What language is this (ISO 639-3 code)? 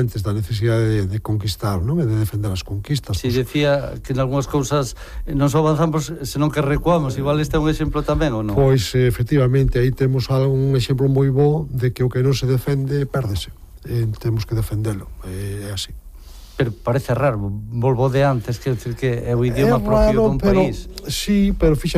glg